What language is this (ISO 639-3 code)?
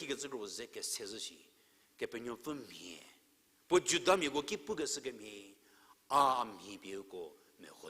njm